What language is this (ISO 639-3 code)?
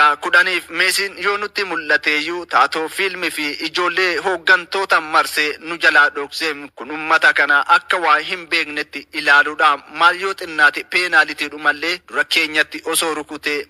orm